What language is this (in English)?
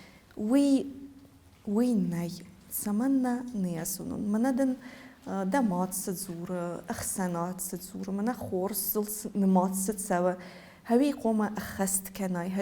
Ossetic